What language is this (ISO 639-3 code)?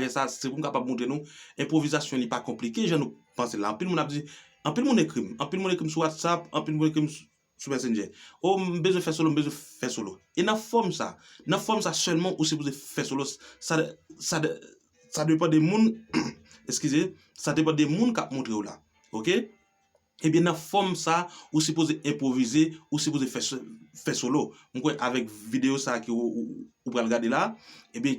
hat